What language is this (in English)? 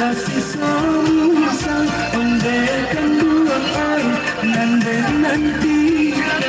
Minangkabau